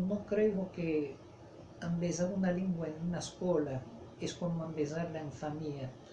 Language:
Ladino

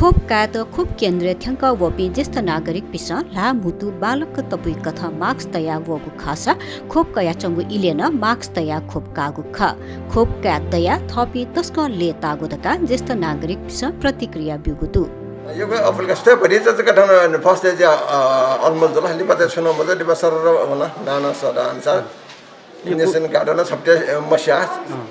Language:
Newari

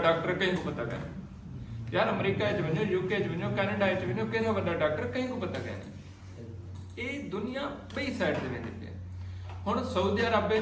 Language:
Saraiki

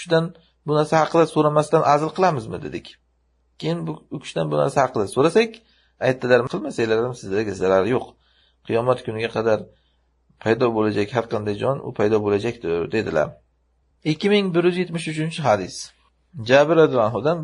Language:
Uzbek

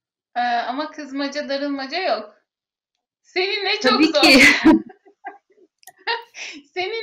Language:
Turkish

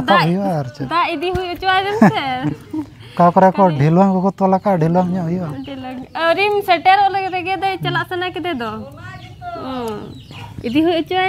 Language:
Santali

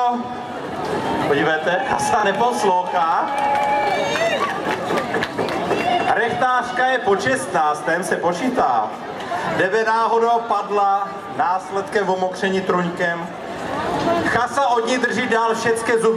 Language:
Czech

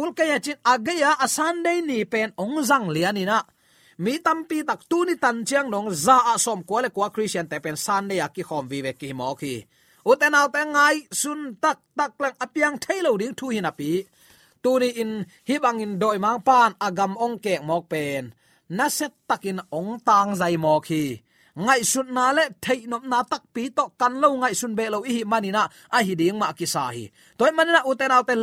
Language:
Tedim Chin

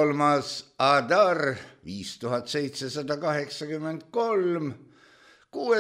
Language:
Estonian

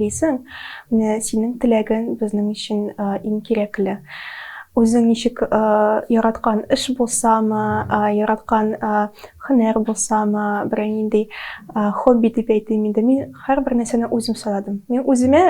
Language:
Tatar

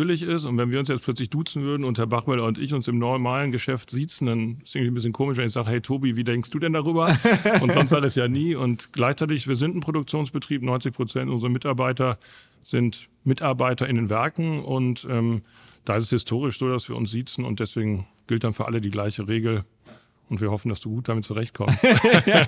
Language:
German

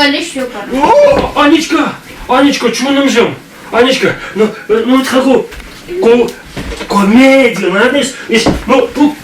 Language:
Chuvash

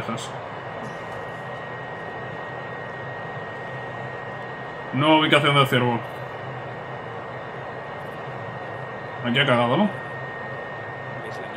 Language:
Spanish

